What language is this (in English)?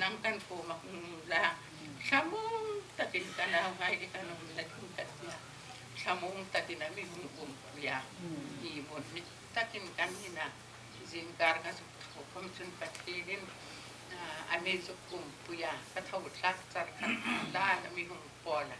Hmar